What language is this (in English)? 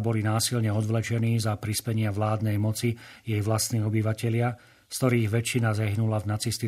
Slovak